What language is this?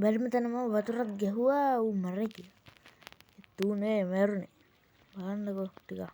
Sinhala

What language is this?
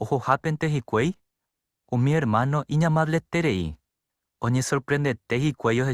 Guarani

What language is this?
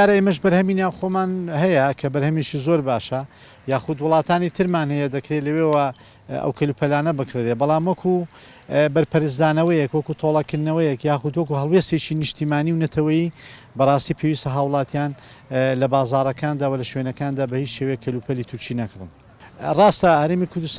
Central Kurdish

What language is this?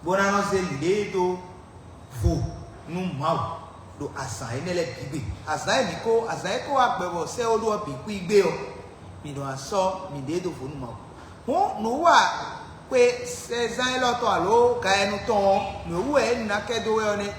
Fon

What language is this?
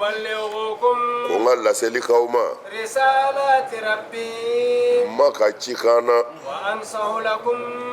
Bambara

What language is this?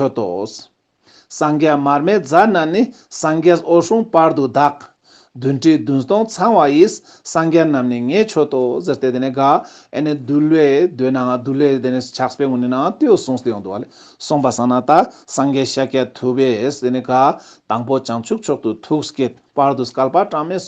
Ladakhi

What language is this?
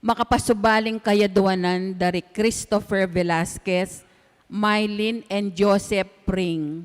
Pampanga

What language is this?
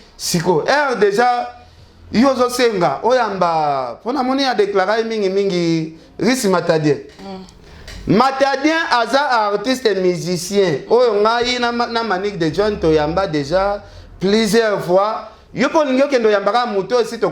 Lingala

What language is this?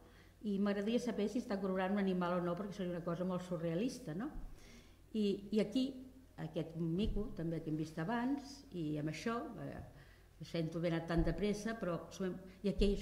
Catalan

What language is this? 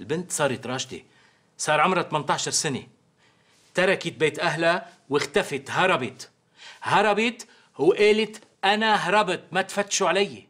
North Levantine Arabic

